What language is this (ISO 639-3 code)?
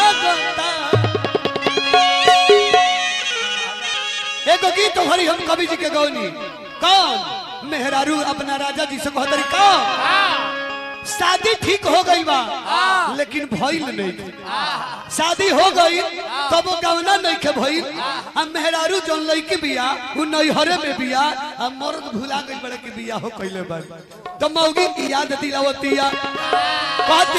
bho